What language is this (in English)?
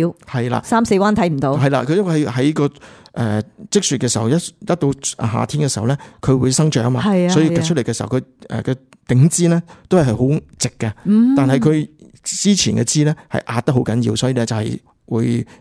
Cantonese